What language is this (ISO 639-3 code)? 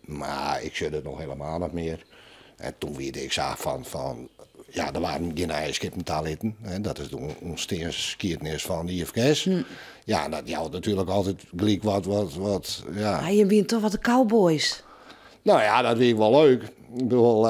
fry